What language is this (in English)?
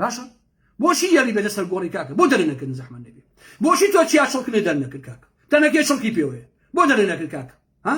Central Kurdish